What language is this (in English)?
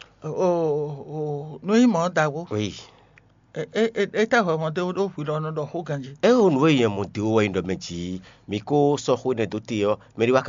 Fon